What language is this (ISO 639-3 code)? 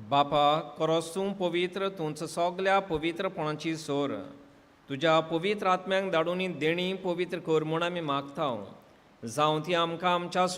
kok